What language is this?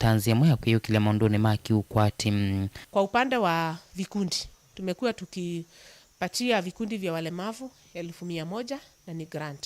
Kamba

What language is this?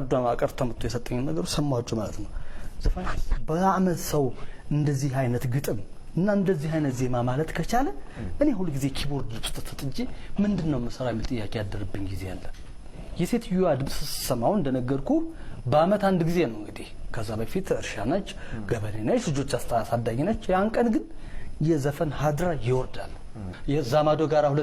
Amharic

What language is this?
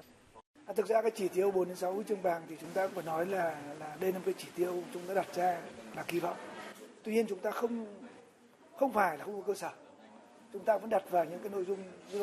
Vietnamese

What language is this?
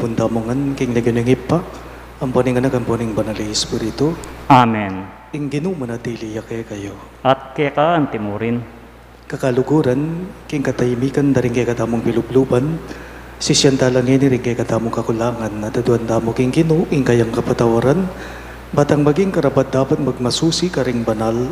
Pampanga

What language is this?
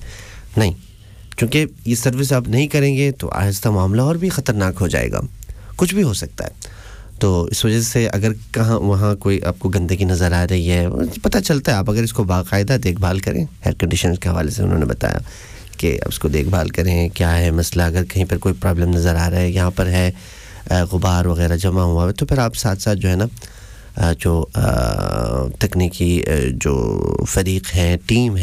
Urdu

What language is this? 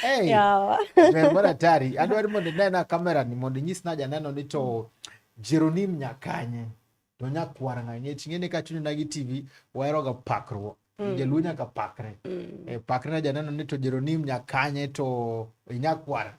Luo (Kenya and Tanzania)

